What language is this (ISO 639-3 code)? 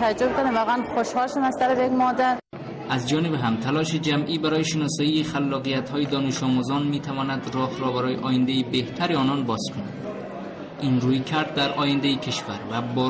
fas